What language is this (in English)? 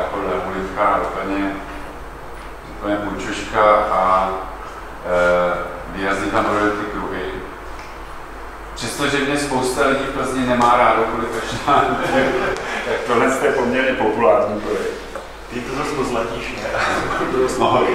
Czech